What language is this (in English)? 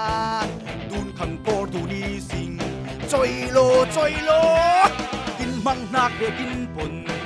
Falam Chin